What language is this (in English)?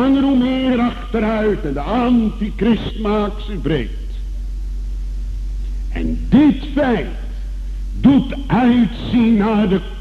Dutch